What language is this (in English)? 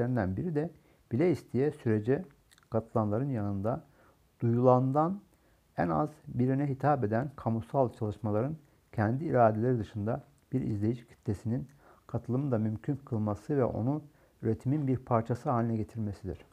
Turkish